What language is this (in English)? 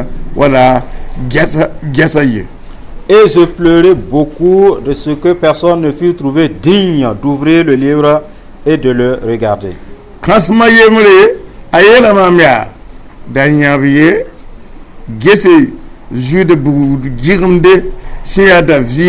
Mossi